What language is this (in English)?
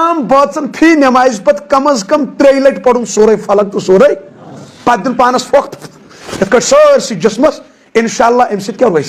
Kashmiri